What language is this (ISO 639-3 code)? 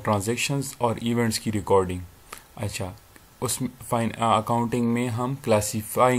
urd